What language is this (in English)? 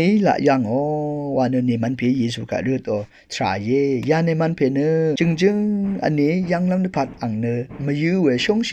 Rawang